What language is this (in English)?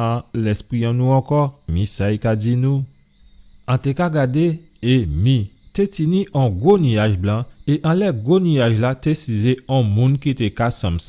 Guadeloupean Creole French